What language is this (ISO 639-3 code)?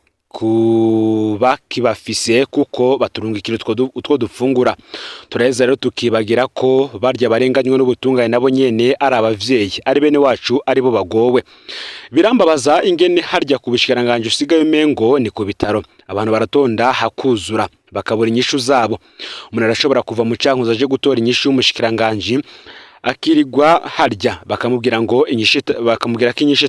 run